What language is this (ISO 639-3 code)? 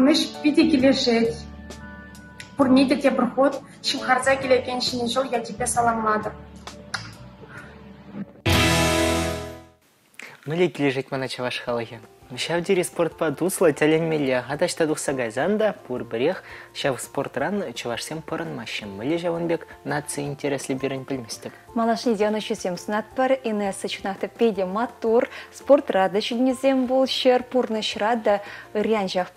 chv